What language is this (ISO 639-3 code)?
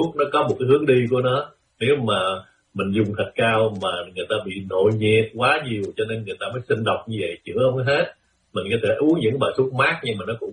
vie